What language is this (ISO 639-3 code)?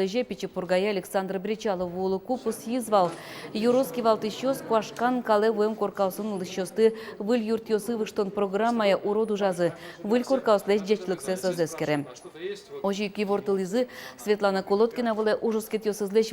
udm